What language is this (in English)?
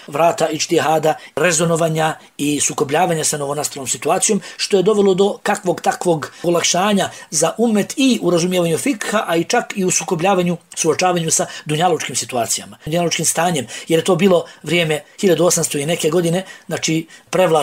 Bosnian